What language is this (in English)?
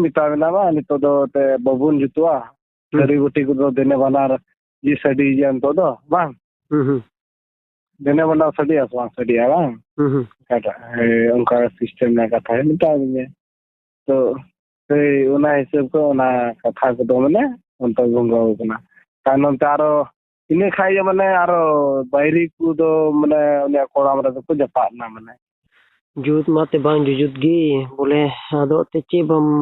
Santali